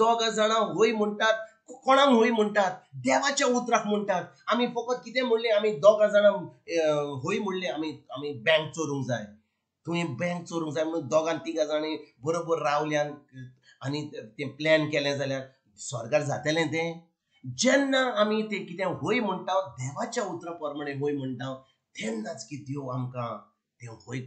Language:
Konkani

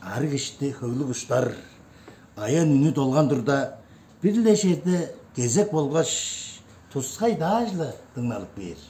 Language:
Tuvinian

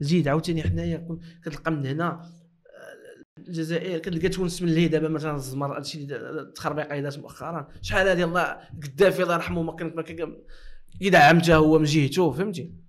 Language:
Moroccan Arabic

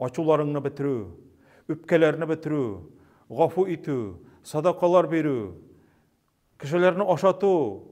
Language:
Tatar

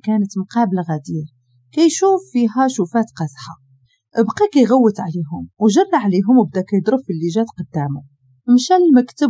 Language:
Moroccan Arabic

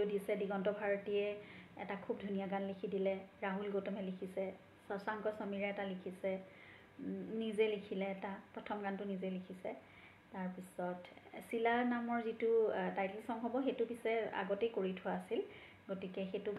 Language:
Assamese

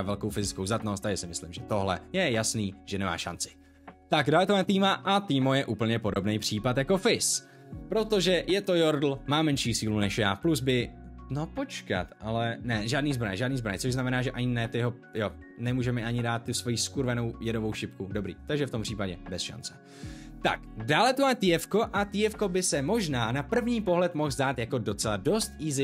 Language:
Czech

